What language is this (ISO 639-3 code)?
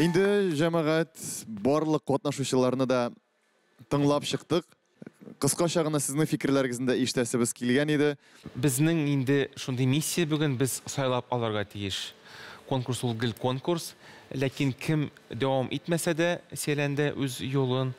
tat